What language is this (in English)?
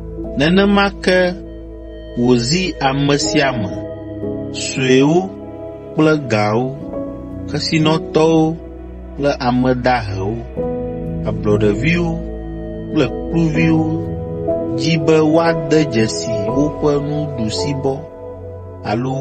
Ewe